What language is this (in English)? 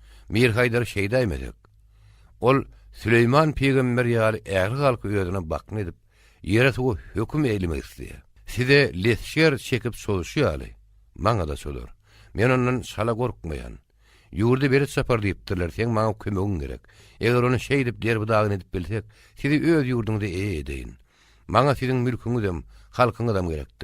Turkmen